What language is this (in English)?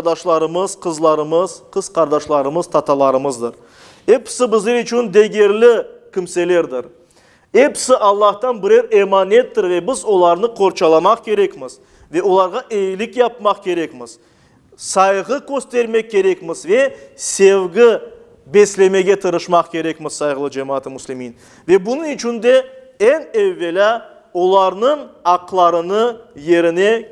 Crimean Tatar